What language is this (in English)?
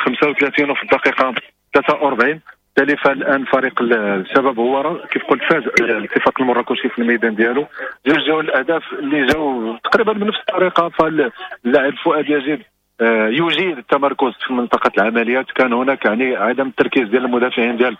Moroccan Arabic